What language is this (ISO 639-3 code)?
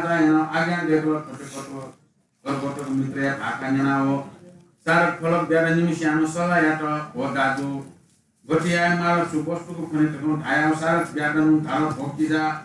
new